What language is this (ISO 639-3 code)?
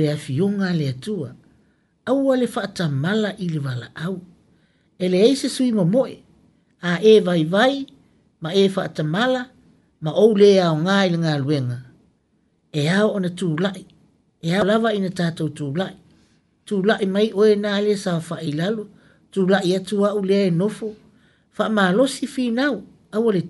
smo